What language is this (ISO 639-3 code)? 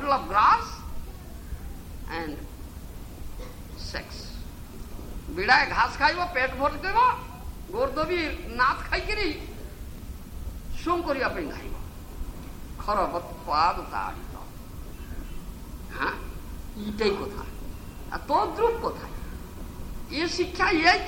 ori